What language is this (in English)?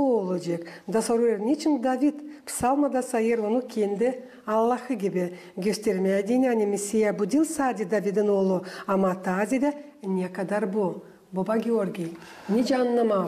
Gagauz